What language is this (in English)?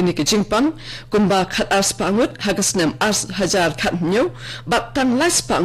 Khasi